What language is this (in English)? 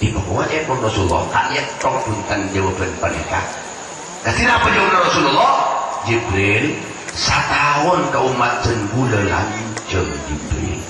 Madurese